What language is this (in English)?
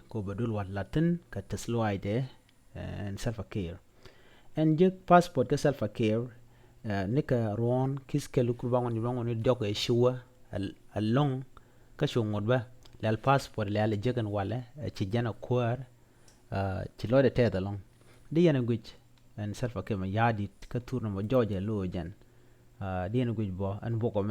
Nuer